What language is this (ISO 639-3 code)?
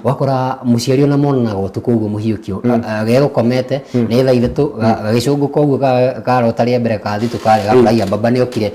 kik